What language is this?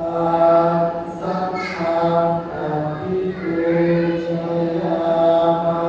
Pali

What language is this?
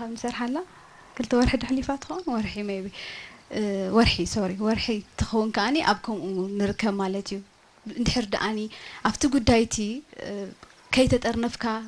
Tigrinya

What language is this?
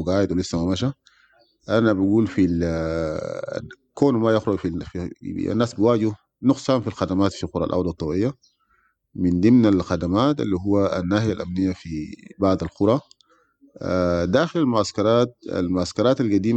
Sudanese Arabic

